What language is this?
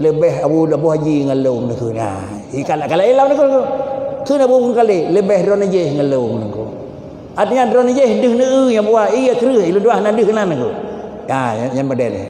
Achinese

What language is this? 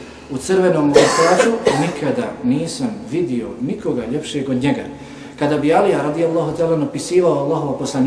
Bosnian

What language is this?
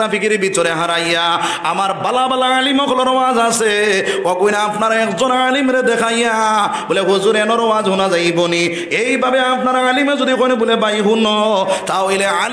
Sylheti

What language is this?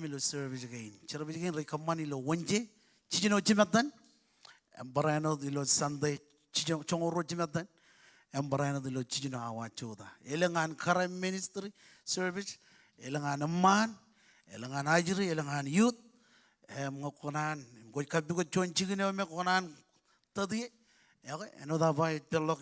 Marshallese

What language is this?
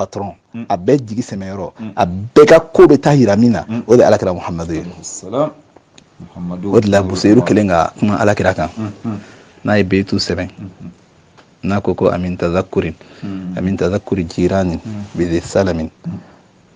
Bambara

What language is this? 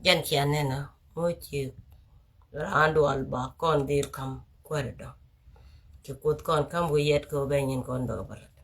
Nuer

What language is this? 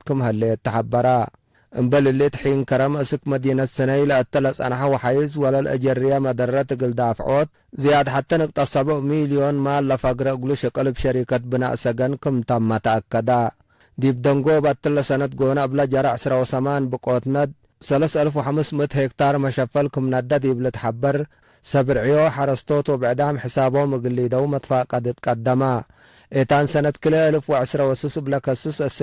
Tigre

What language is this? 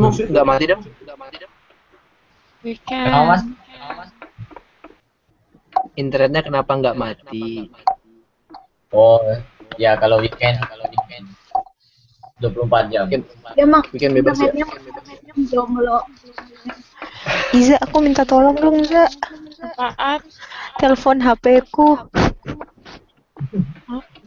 Indonesian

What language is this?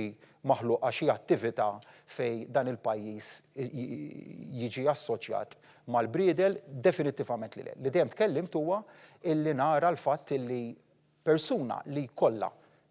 Maltese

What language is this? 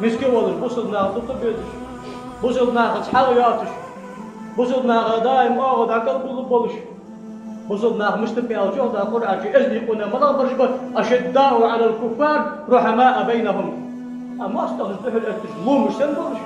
Ingush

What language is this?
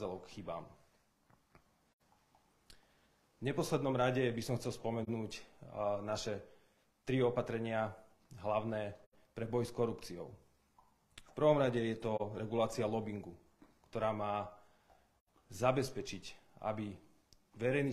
Slovak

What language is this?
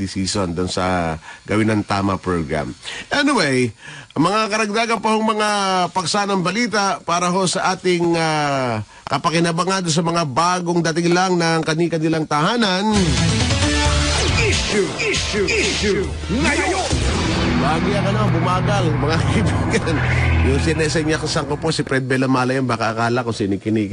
Filipino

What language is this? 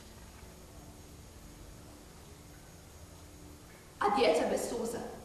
Croatian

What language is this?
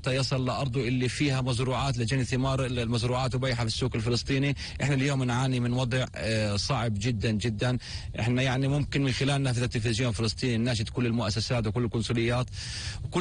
North Levantine Arabic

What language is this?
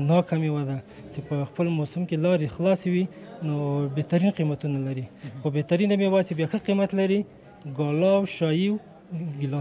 Pashto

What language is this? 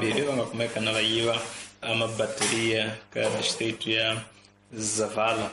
Tsonga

